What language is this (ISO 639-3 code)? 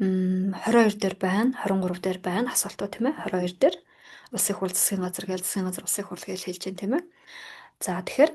mon